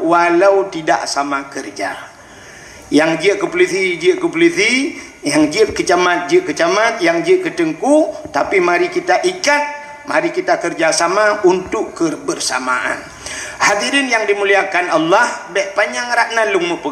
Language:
Achinese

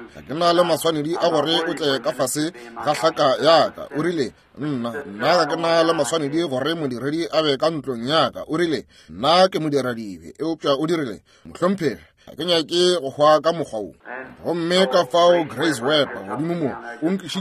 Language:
Northern Sotho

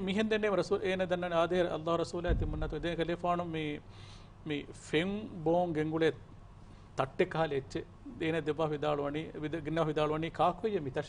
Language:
Divehi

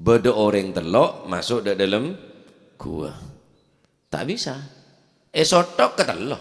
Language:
Madurese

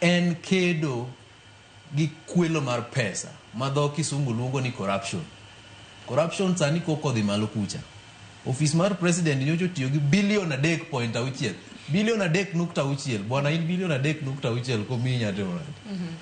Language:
Luo (Kenya and Tanzania)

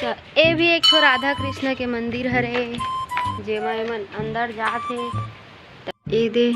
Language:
Chhattisgarhi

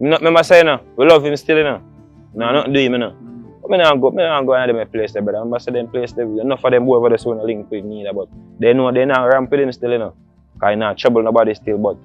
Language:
Jamaican Creole English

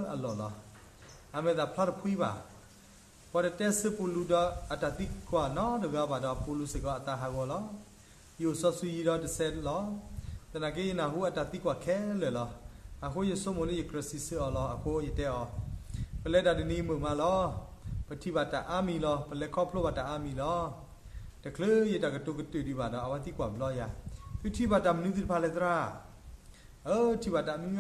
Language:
S'gaw Karen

